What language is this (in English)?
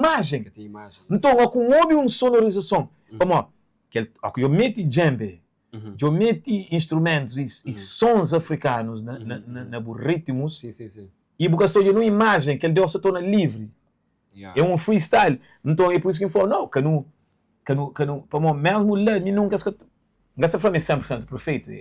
Kabuverdianu